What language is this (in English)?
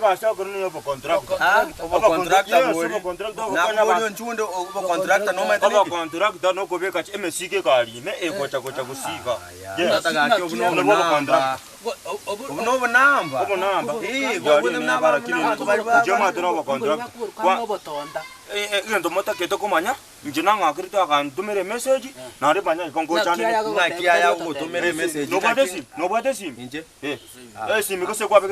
Gusii